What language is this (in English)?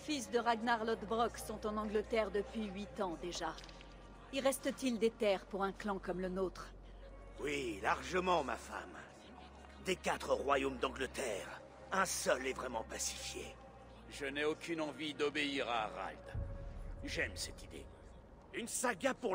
French